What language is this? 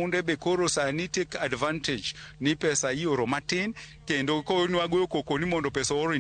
Luo (Kenya and Tanzania)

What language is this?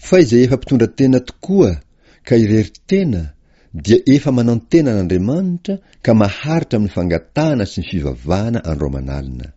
Malagasy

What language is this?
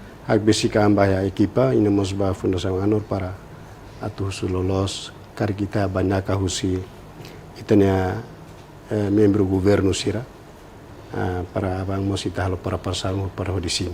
Tetum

